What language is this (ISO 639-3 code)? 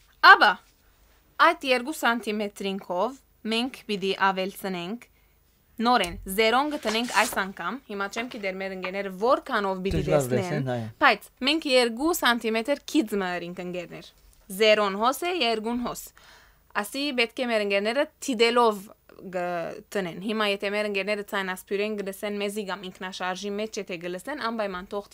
hyw